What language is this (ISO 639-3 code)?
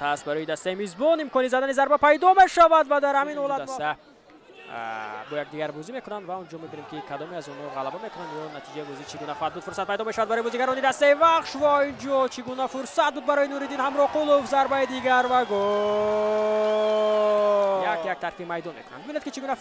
tgk